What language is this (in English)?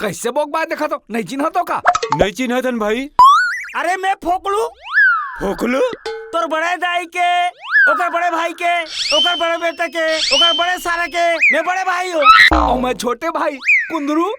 Chhattisgarhi